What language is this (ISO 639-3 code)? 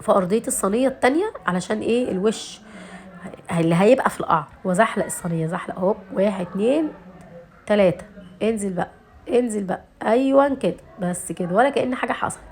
arz